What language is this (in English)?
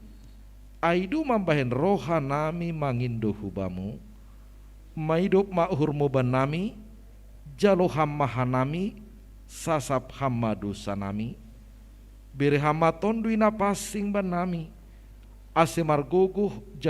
Batak Simalungun